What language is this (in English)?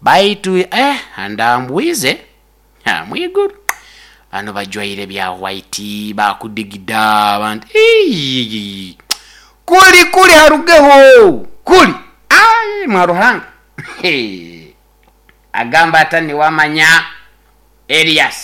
Nyoro